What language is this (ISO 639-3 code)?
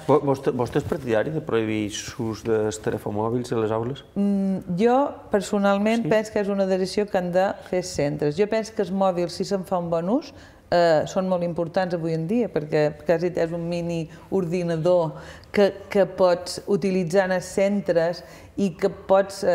cat